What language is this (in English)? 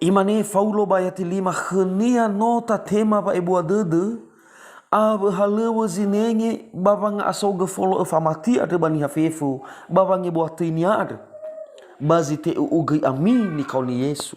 Nias